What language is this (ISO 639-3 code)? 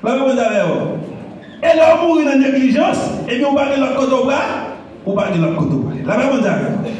hat